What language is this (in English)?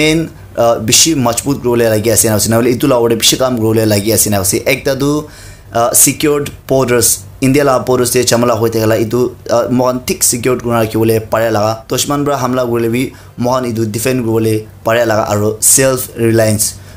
Naga Pidgin